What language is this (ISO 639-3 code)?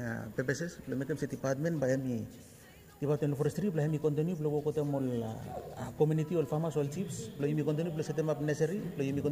bis